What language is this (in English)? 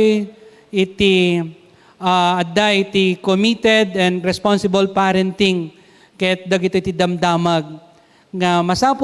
Iloko